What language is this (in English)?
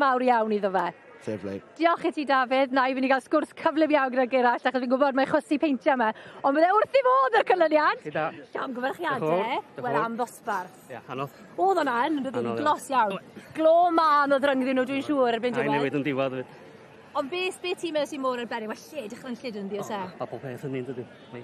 Welsh